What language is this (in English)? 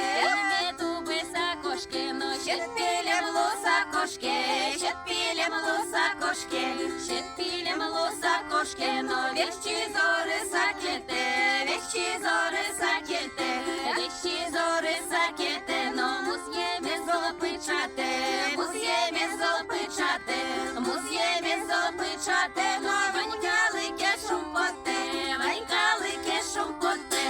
Udmurt